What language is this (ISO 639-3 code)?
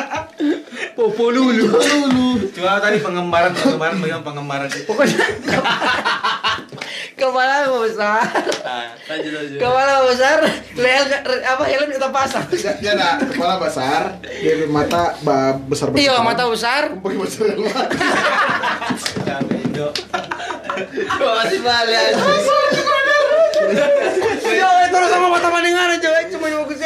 ind